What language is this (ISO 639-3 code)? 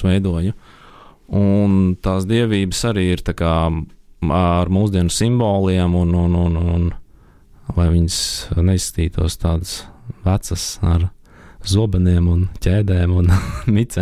lav